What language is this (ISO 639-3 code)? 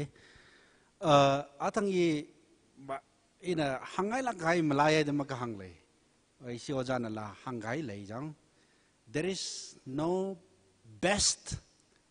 nmf